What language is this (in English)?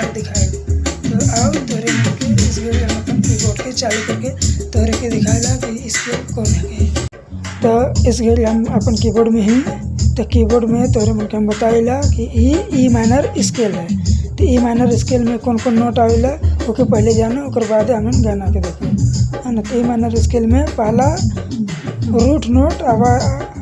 Sadri